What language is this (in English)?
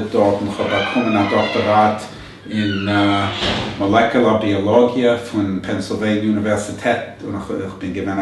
Yiddish